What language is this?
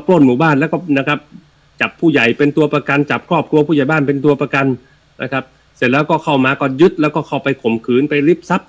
Thai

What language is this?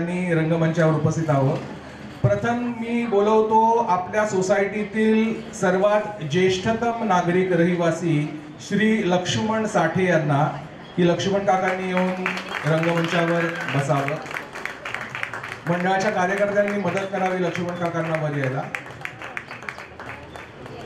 Marathi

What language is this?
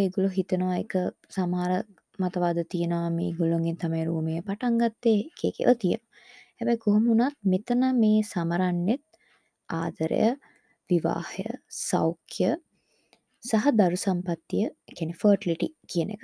Sinhala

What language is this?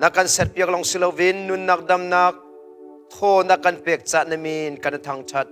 Hakha Chin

